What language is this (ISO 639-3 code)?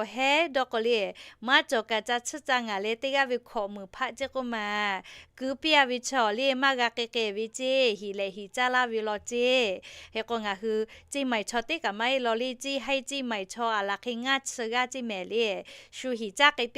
lhu